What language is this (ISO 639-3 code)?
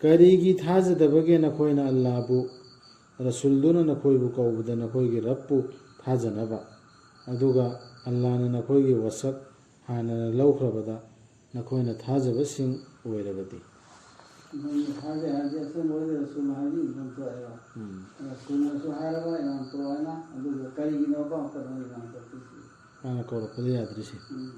mni